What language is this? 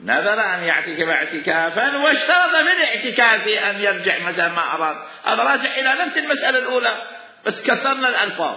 Mesopotamian Arabic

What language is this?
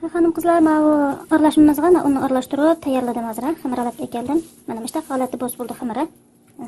Uyghur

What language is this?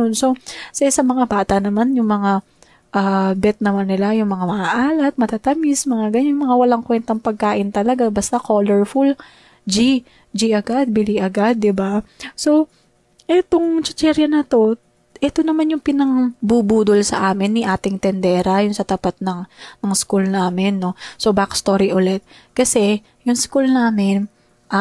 Filipino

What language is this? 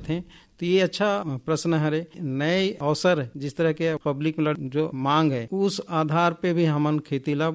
Hindi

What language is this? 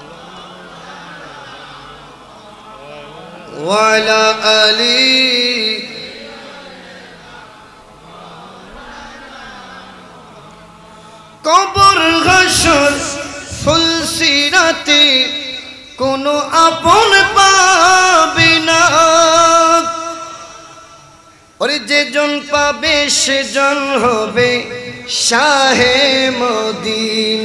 Bangla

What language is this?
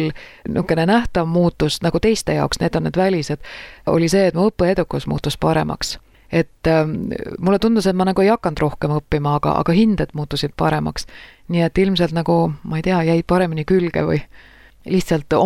Estonian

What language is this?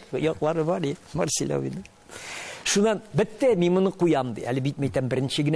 Tatar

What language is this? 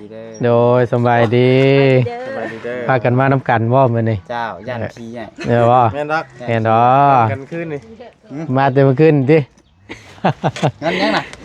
Northeastern Thai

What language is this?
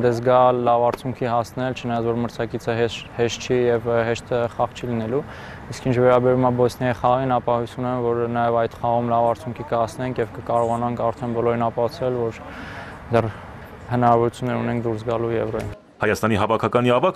Armenian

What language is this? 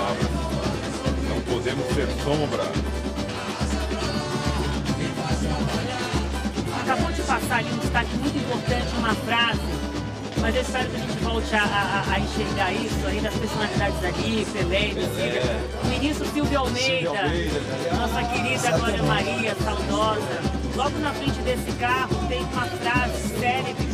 Portuguese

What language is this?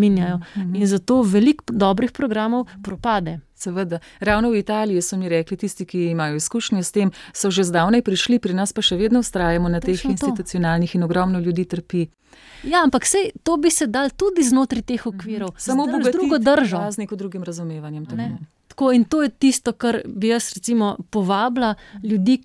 Slovenian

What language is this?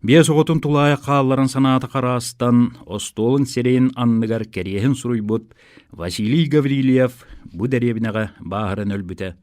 Yakut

